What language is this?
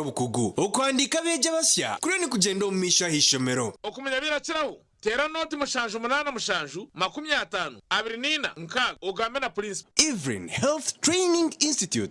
Nyankole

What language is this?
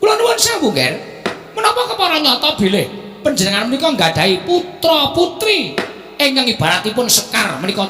Javanese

